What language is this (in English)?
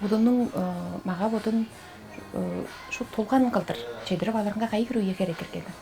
Tuvinian